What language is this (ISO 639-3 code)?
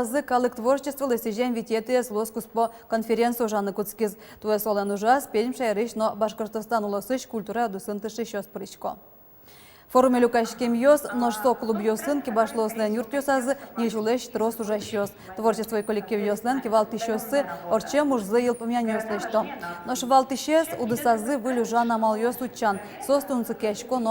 udm